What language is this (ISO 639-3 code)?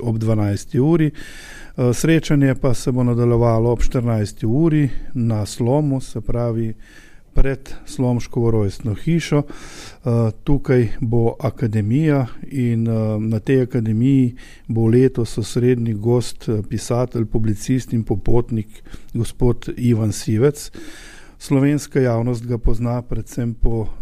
slv